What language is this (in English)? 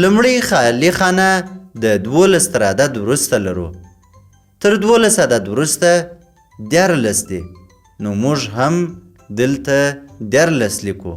Pashto